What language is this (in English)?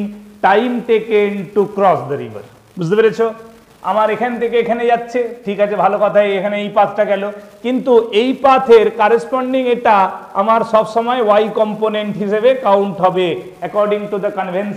Bangla